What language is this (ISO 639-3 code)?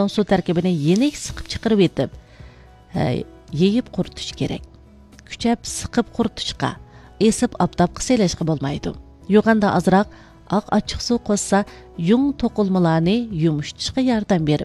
uig